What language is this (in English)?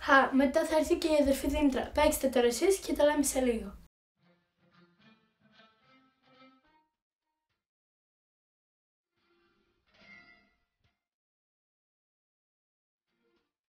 Greek